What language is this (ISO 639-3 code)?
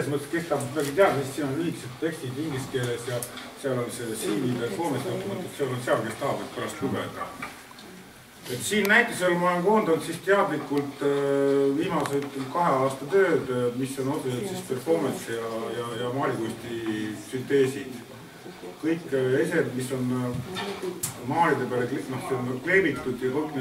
est